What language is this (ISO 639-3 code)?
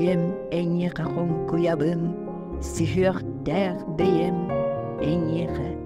sah